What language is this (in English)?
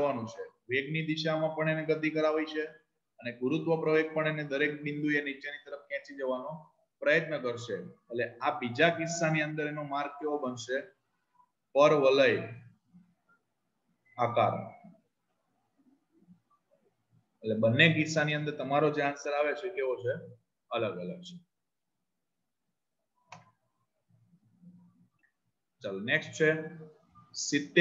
Gujarati